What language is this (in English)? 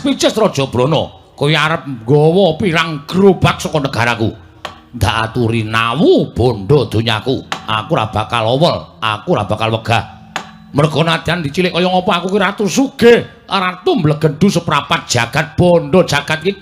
Javanese